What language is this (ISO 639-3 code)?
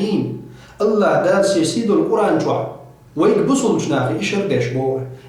che